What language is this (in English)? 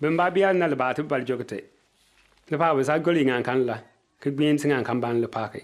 Bimoba